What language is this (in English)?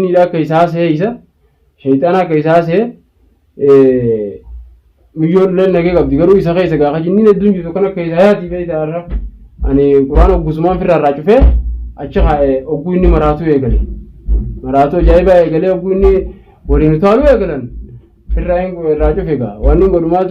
Oromo